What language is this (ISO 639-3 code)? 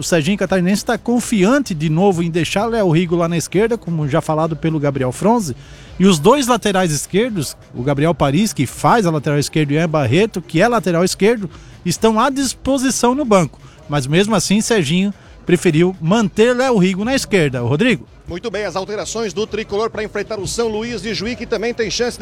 por